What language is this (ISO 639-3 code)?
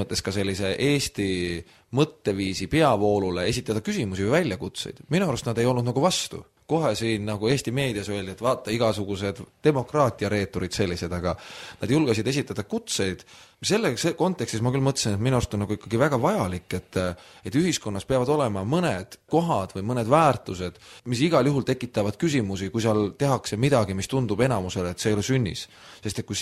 est